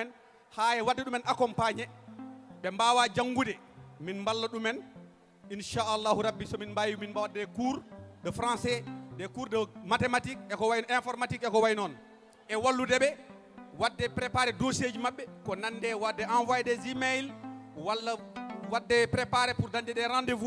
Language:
Fula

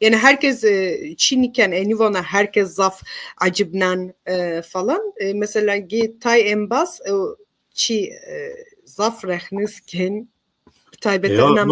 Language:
Zaza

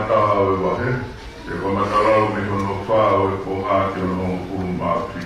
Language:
Tongan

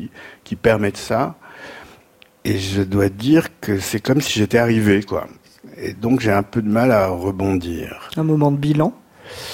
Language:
French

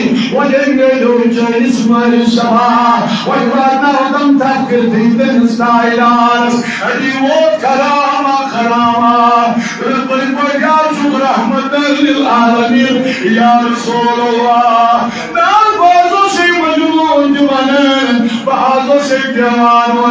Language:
Kashmiri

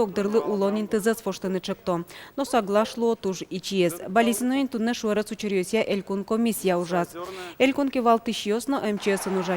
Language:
Udmurt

